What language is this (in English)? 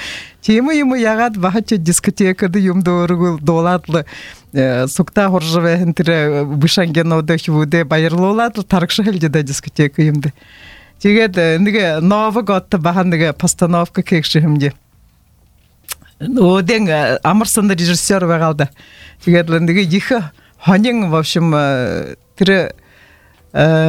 Buriat